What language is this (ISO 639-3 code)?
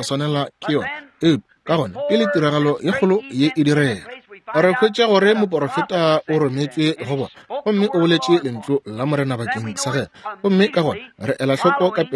nso